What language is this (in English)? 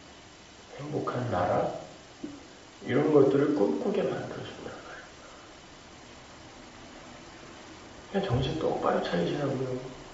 Korean